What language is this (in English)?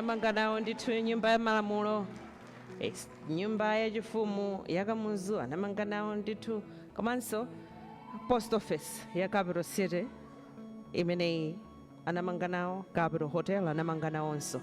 Nyanja